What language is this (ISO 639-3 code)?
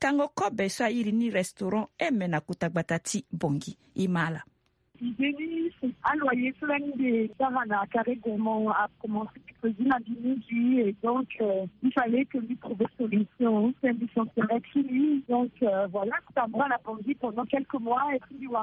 sag